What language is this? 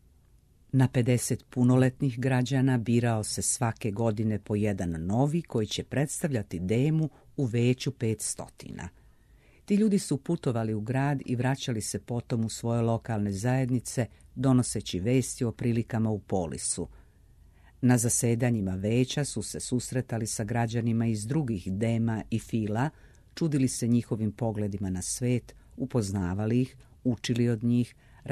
Serbian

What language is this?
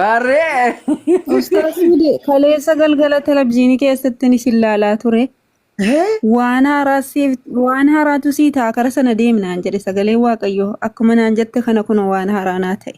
Oromo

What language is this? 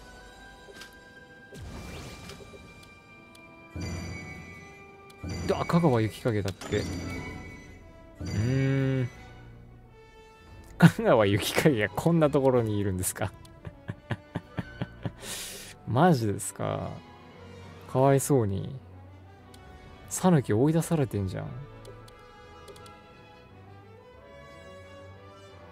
Japanese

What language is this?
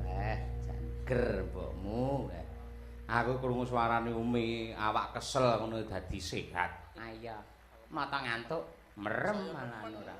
Javanese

